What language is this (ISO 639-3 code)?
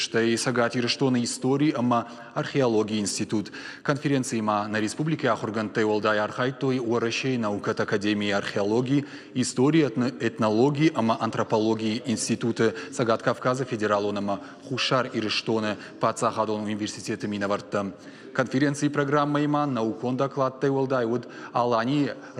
oss